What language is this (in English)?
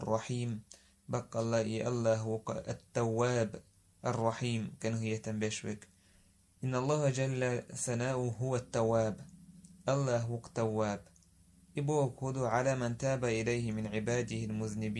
Chechen